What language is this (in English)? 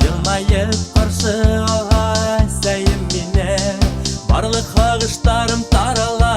Bashkir